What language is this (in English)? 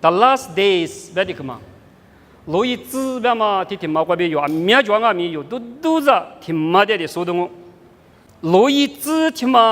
Lisu